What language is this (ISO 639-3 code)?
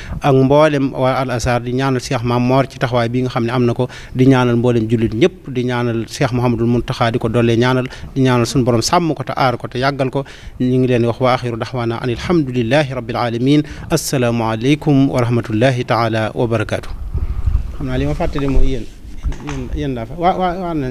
wol